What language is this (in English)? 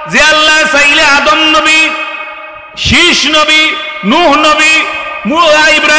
Sylheti